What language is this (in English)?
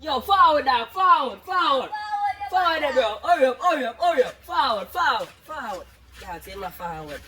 Jamaican Creole English